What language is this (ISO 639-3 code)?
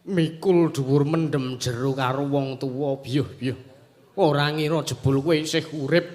jav